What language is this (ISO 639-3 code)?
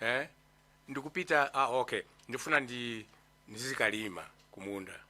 nya